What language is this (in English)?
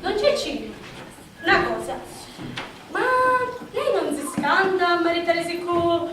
Sicilian